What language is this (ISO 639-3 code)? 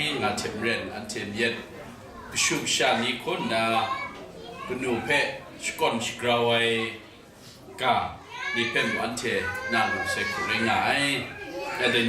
kac